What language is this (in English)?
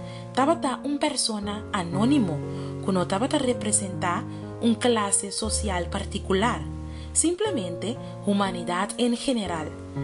Papiamento